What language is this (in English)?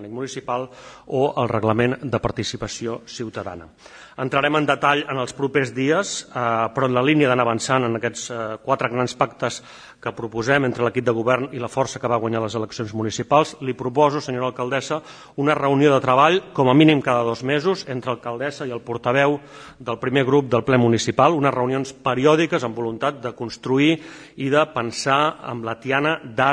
Catalan